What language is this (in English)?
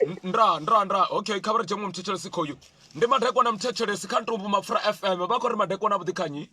Venda